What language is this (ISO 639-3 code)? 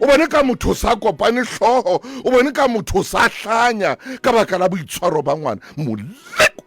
sot